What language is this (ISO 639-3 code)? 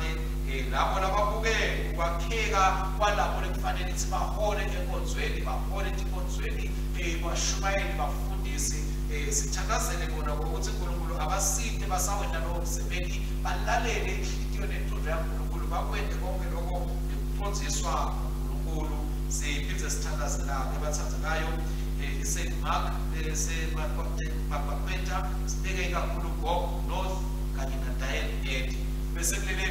ssw